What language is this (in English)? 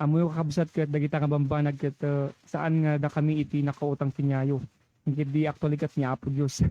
Iloko